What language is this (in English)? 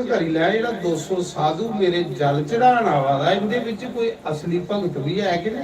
Dogri